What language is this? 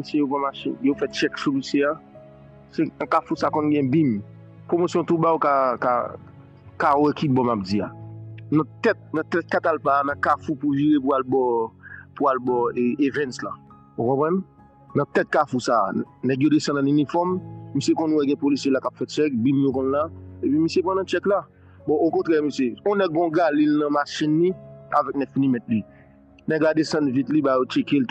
Haitian Creole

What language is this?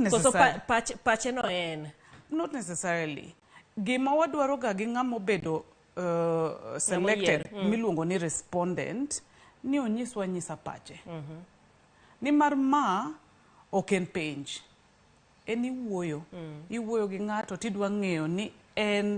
Luo (Kenya and Tanzania)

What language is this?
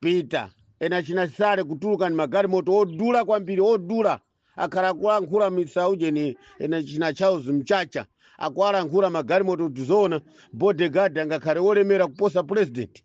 Nyanja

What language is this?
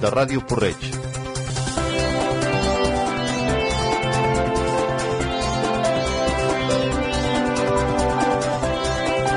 Catalan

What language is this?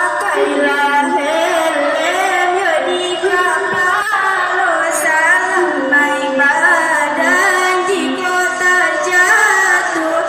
Minangkabau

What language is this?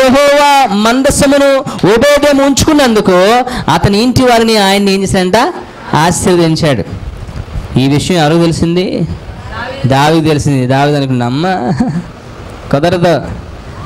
Telugu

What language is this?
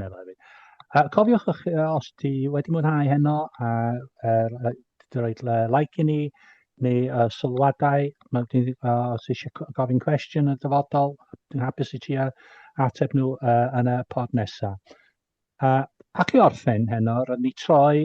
Welsh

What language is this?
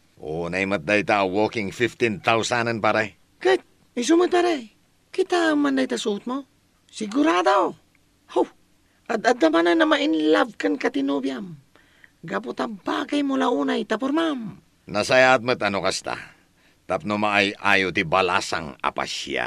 Iloko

